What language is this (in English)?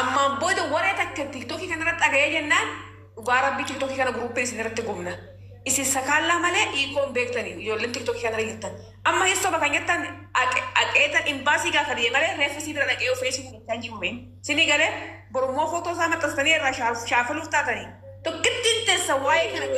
Oromo